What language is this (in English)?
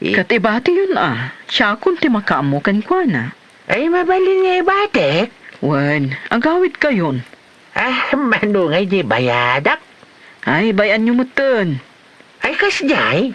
Iloko